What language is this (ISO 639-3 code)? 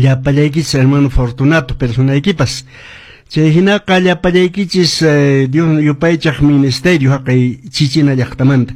que